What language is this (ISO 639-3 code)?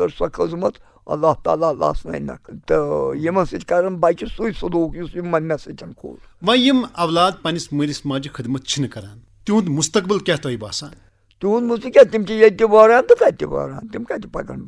kas